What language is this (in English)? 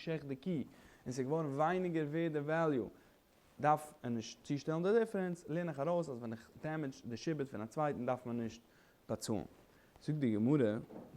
Yiddish